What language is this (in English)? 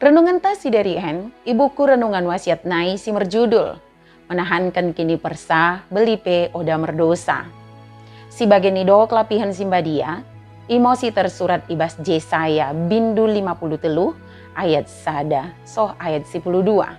Batak Dairi